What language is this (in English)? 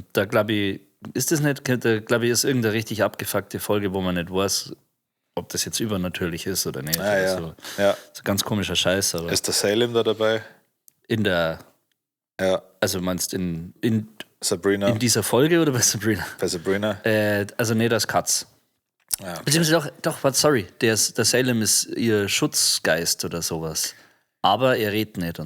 Bavarian